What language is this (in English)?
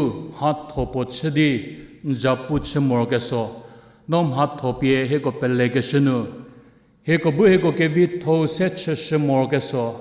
Angami Naga